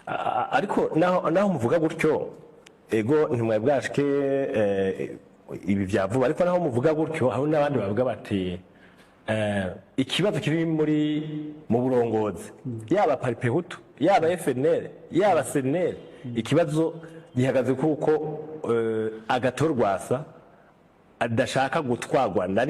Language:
Rundi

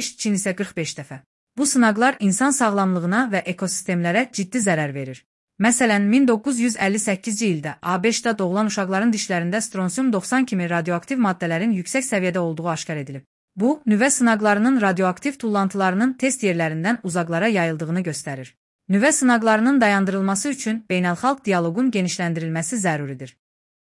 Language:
Azerbaijani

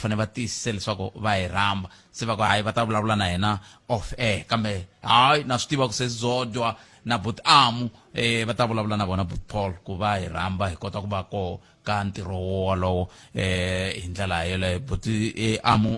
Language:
Tsonga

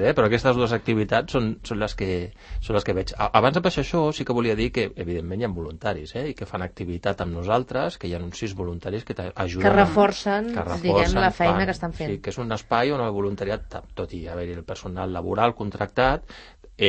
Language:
Catalan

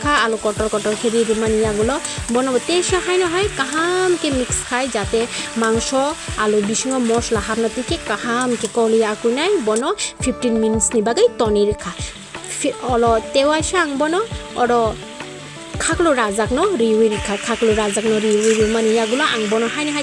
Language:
Kok Borok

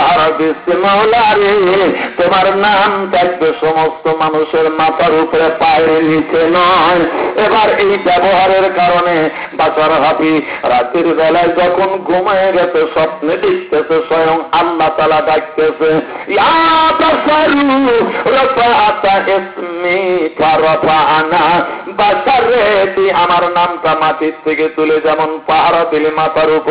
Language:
Bangla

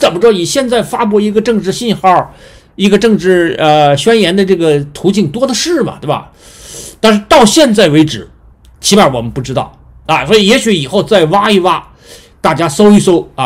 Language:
Chinese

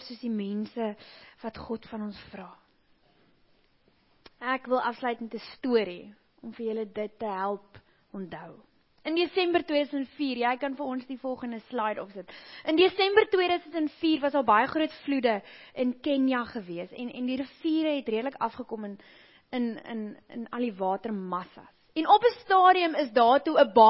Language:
Afrikaans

